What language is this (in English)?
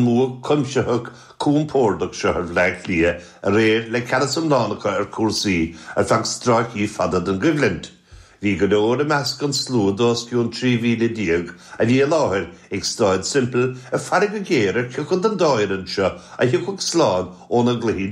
Irish